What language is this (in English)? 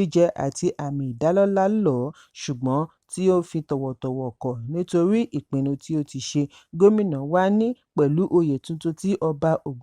Yoruba